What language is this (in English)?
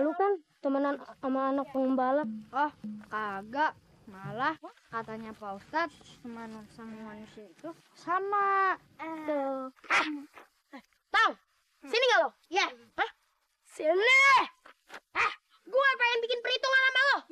Betawi